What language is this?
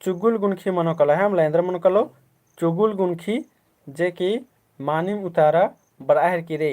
Kurukh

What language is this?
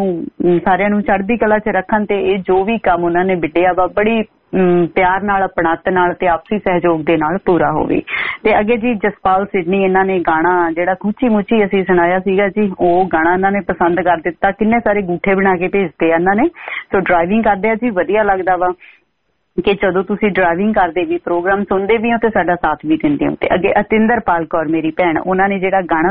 Punjabi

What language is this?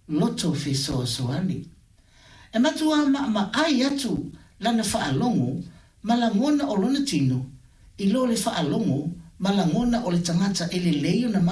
Samoan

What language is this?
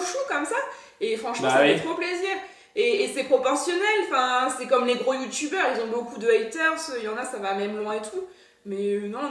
French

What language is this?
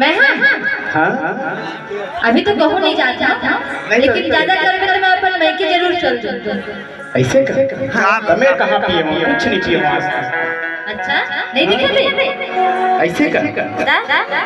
Chhattisgarhi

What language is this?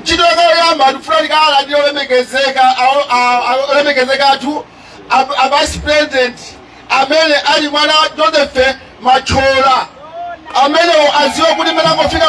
Nyanja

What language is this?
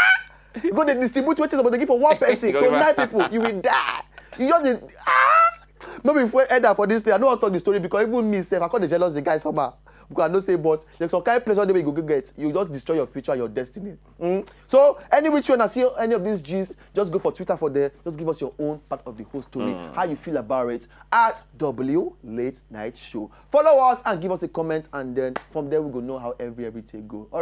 Nigerian Pidgin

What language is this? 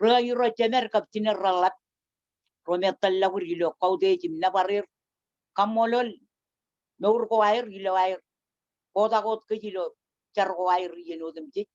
Marshallese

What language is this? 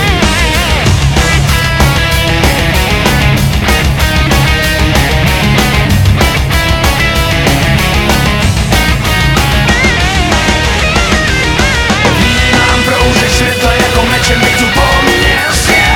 Czech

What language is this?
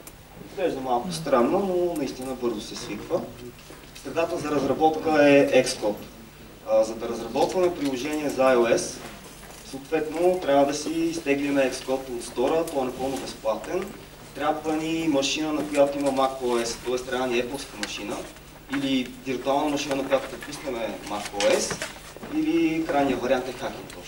Bulgarian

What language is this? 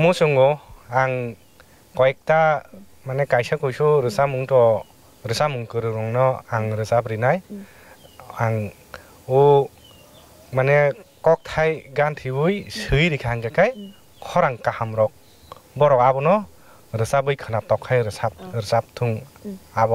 Kok Borok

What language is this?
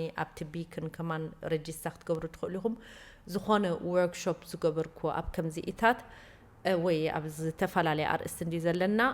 Tigrinya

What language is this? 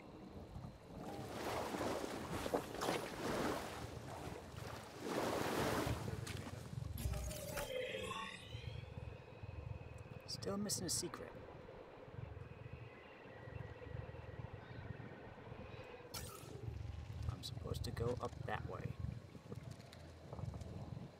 English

